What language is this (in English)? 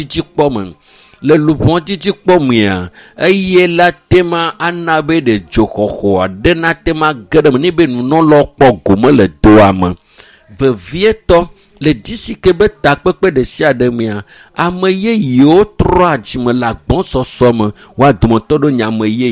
Ewe